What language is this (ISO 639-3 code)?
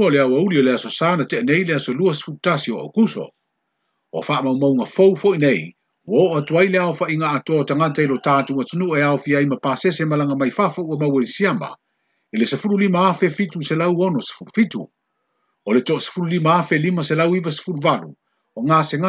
smo